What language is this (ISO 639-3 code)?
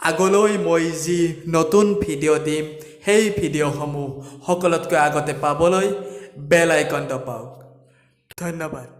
asm